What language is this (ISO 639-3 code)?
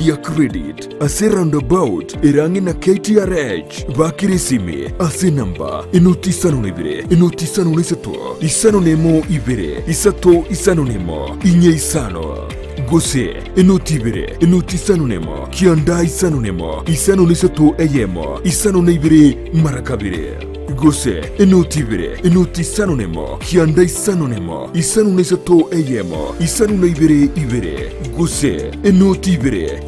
guz